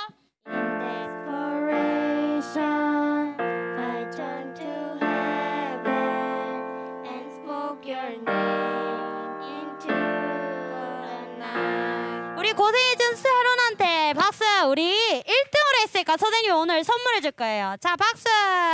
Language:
Korean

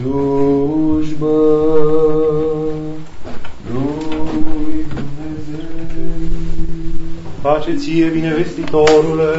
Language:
Romanian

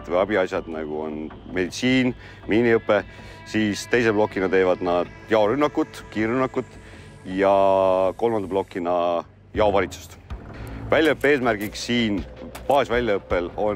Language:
Estonian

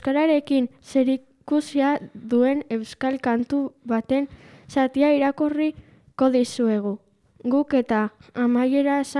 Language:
Basque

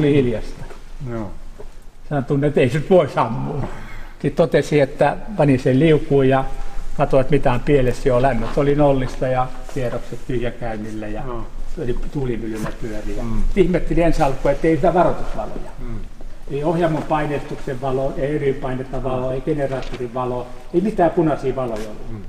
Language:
Finnish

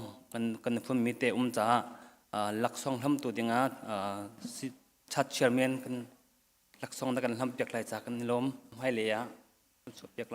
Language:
Hakha Chin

